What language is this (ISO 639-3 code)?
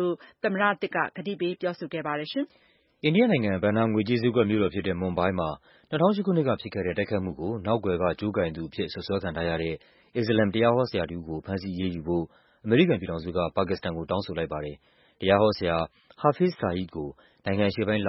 mya